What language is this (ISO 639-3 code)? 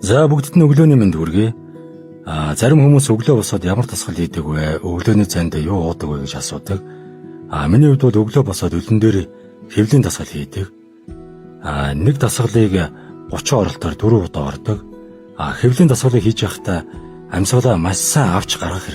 mon